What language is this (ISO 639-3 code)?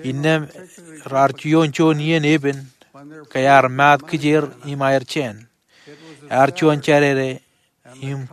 mah